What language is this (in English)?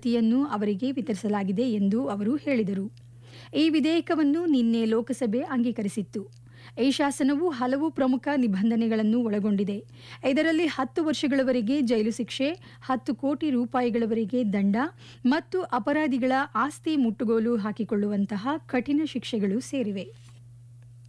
Kannada